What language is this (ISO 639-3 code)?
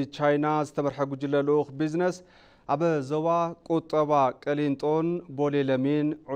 tir